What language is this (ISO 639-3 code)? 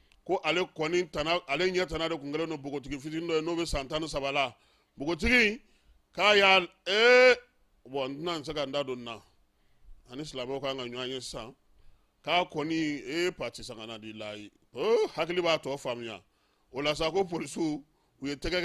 bam